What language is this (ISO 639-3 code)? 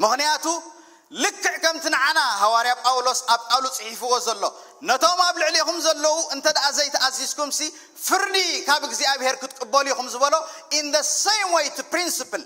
tir